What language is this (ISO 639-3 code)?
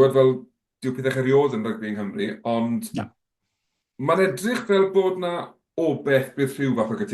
cym